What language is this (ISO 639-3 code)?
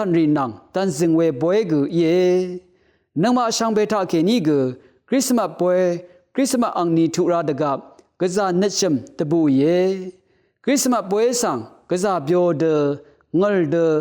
raw